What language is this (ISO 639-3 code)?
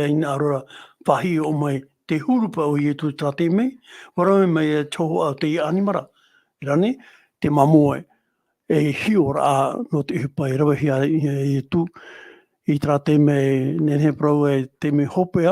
tah